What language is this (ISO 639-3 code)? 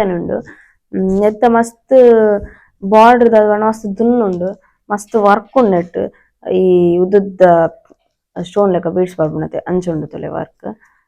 tcy